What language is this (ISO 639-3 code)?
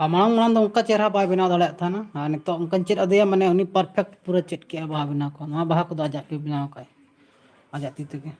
sat